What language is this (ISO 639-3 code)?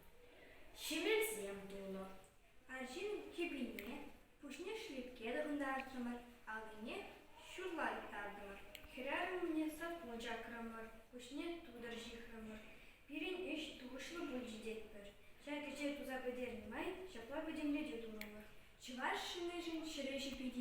chv